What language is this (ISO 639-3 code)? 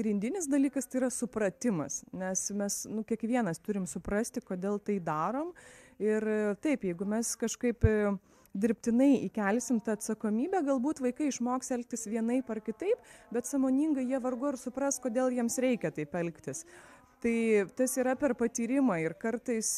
lit